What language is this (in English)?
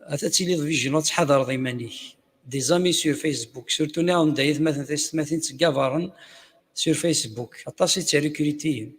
Kabyle